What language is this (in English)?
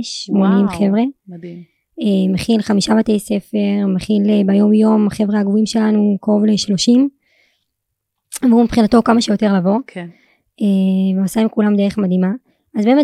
Hebrew